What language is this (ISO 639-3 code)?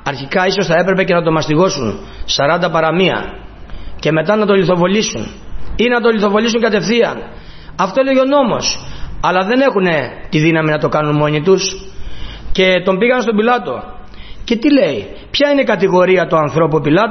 ell